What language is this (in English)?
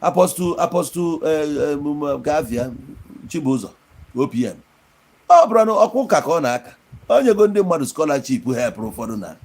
Igbo